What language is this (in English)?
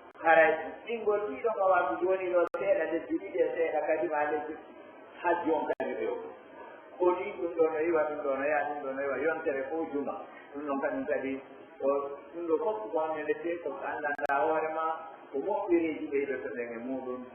Pular